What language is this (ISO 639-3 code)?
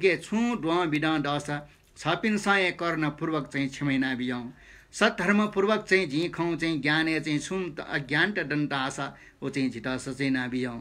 new